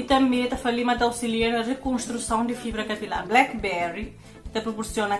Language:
Kabuverdianu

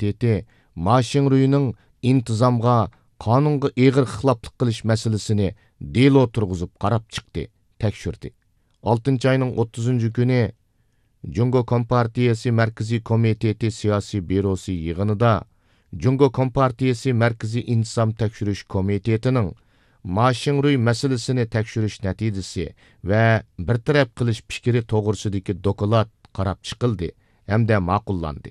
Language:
Uyghur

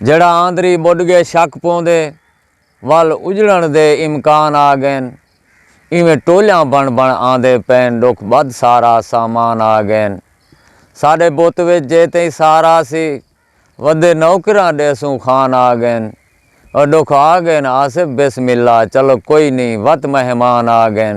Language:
Saraiki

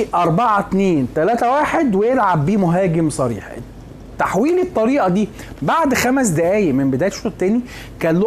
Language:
Egyptian Arabic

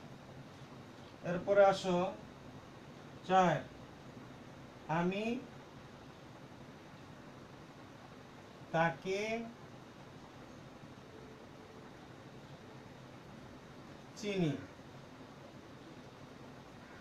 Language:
Bangla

